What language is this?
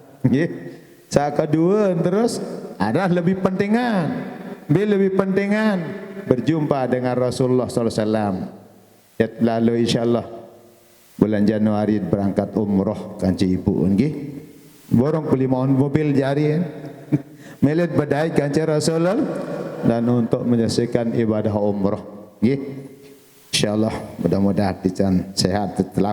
Sasak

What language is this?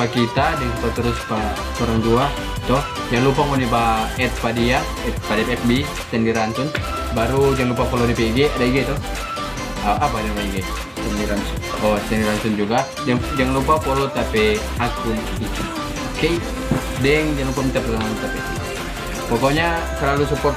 Manado Malay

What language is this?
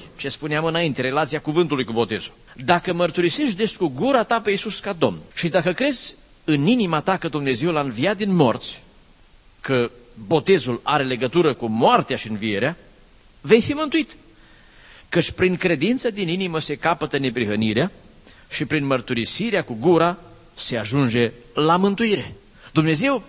Romanian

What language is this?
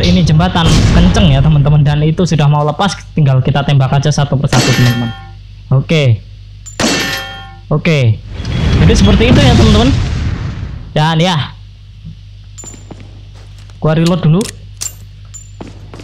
Indonesian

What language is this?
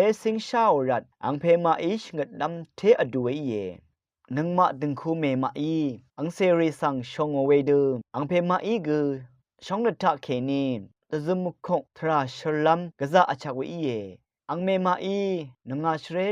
Rawang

